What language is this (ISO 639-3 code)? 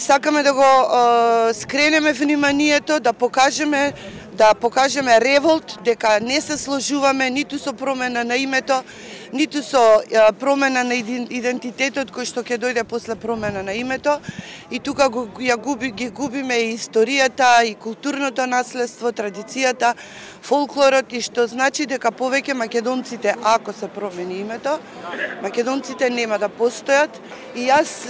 mkd